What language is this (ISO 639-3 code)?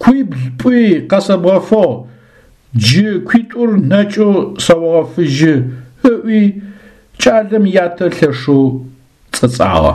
ady